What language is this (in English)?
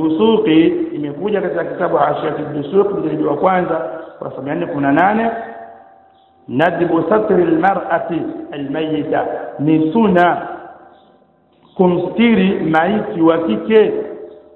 Swahili